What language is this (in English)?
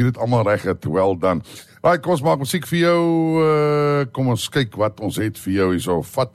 Afrikaans